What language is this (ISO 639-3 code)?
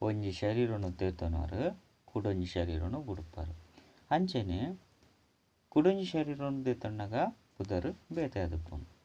tcy